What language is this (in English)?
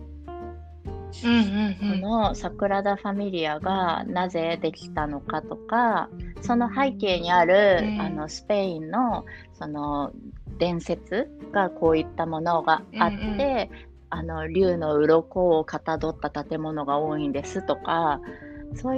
Japanese